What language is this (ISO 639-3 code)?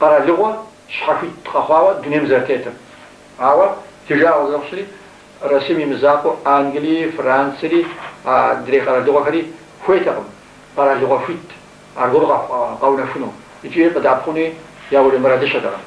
kbd